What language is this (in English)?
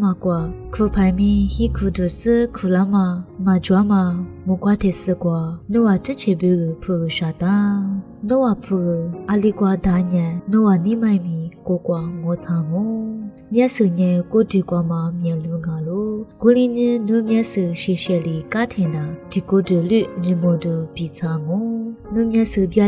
Lisu